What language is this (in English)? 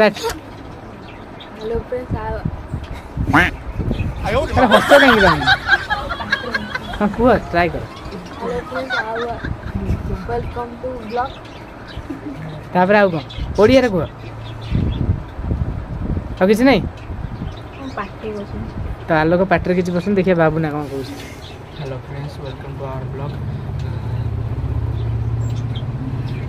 Odia